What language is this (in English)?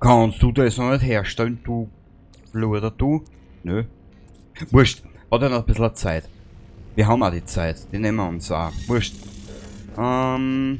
Bavarian